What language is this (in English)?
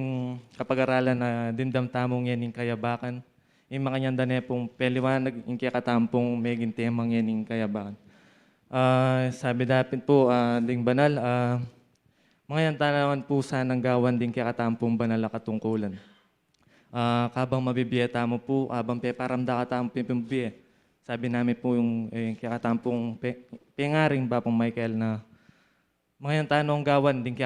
Pampanga